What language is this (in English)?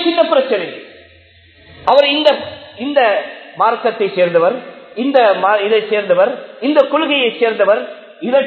Tamil